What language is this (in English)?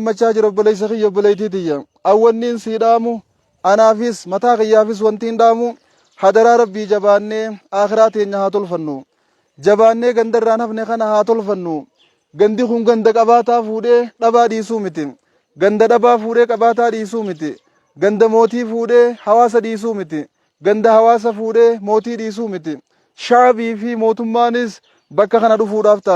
Oromo